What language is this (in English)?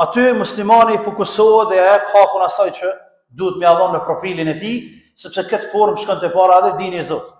Albanian